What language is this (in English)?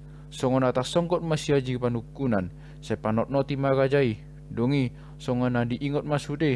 Batak Toba